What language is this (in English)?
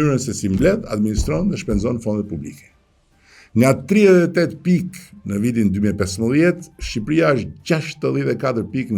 Albanian